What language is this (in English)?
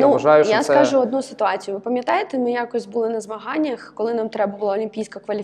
Ukrainian